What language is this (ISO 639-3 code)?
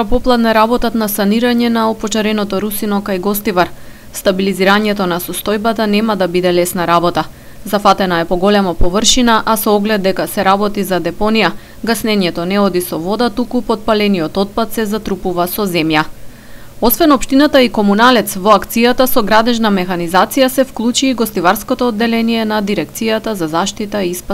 mkd